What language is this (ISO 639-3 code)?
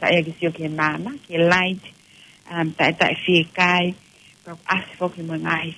ton